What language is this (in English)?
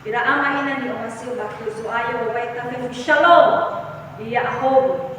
Nias